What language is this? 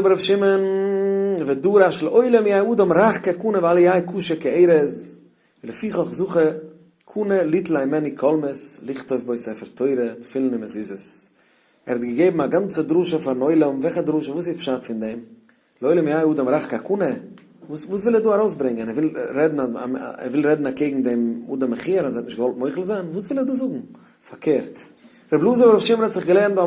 Yiddish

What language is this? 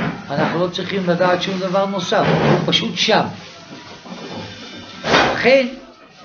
Hebrew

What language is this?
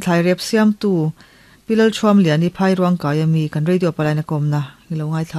Mizo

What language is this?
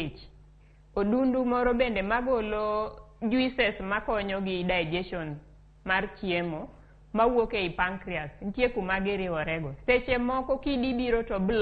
Luo (Kenya and Tanzania)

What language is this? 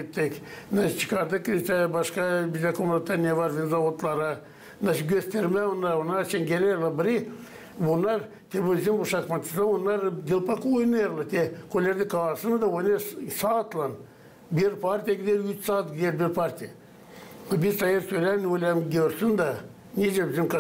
Gagauz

